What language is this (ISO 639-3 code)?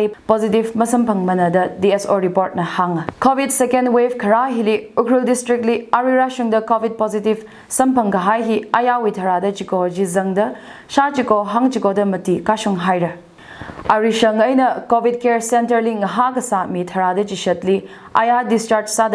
nmf